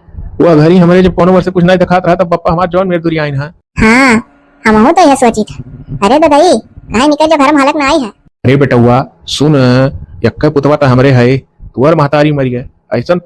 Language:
Awadhi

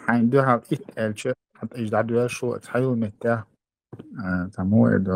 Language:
Chechen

